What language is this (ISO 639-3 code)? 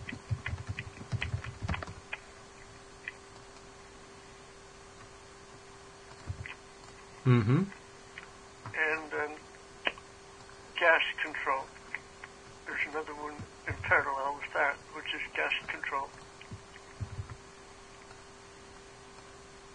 eng